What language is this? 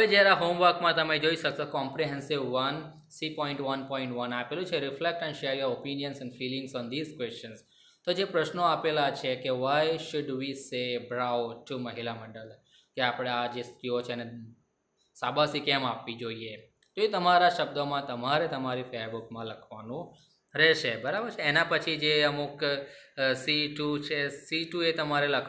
Gujarati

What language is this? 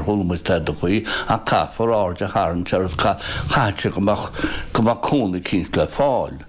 Irish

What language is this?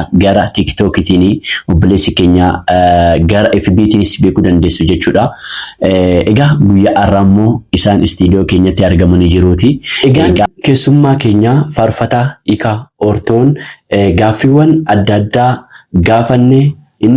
Oromo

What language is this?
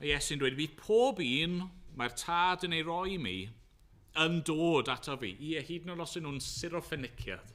Welsh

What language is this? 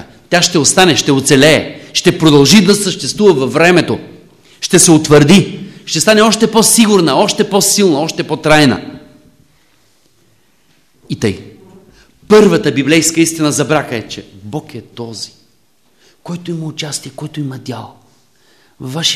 Bulgarian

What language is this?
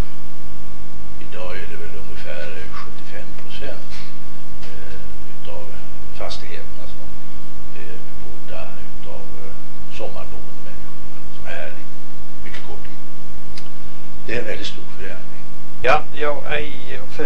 Swedish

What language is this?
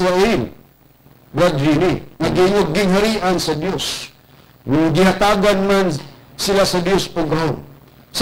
Cebuano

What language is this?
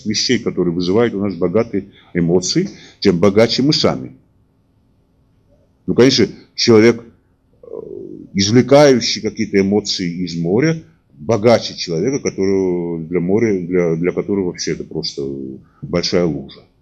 Russian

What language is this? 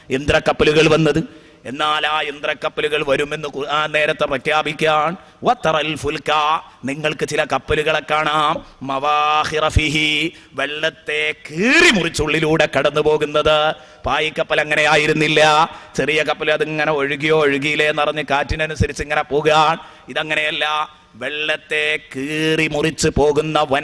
Malayalam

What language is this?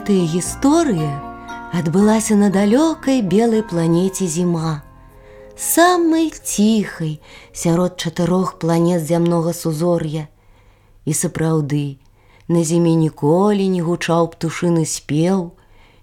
Belarusian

